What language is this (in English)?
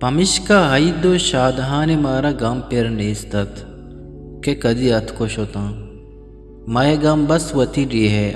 Eastern Balochi